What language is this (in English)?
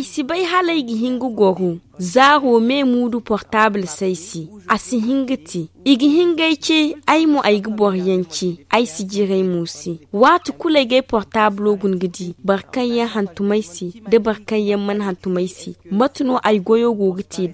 Zarma